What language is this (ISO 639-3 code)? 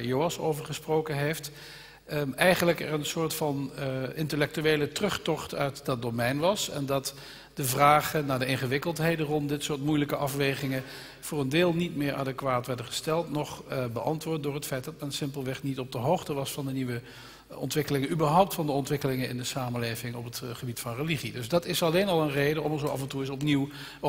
nld